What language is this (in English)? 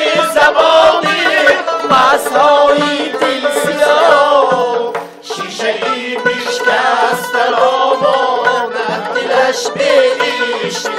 Tajik